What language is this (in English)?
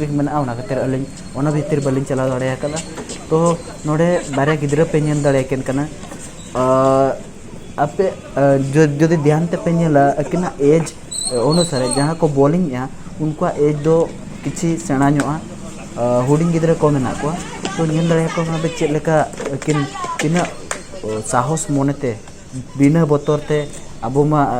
Santali